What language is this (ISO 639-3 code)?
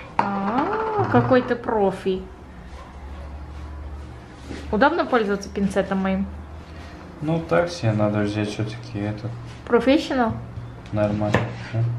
rus